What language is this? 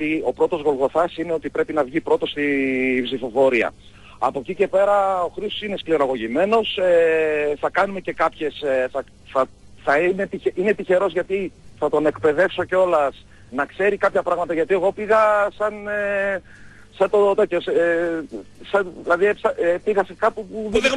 Greek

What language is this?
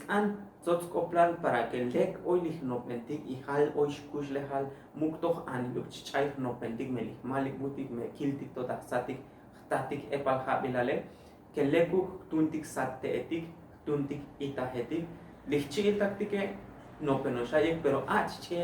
Tzotzil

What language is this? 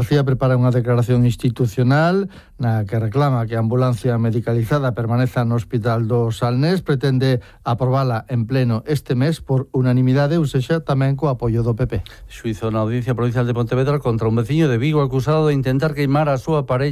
Galician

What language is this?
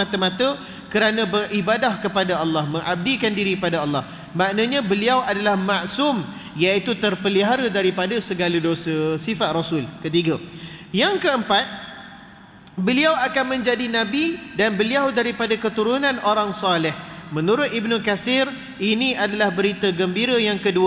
Malay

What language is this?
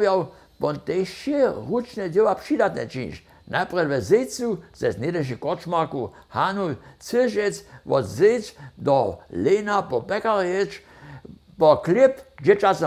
Upper Sorbian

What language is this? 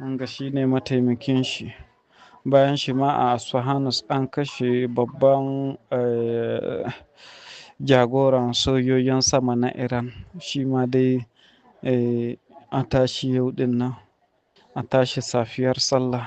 Hausa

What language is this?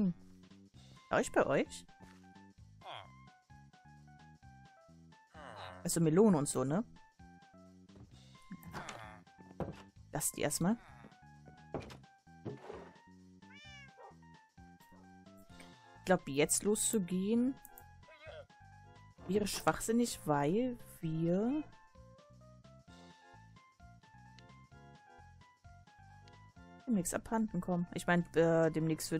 German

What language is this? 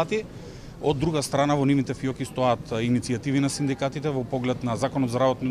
Macedonian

